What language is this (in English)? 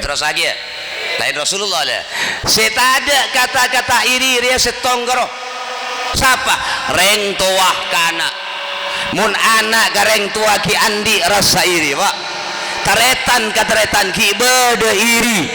Madurese